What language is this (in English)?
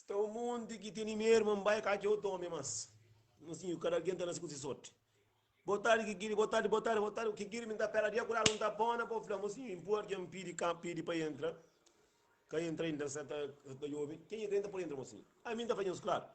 Kabuverdianu